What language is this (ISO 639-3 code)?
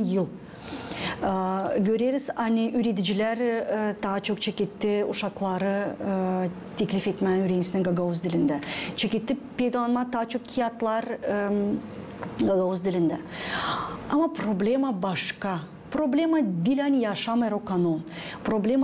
gag